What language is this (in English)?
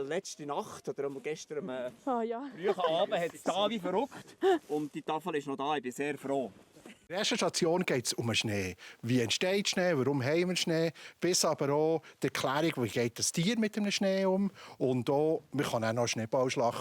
Swiss German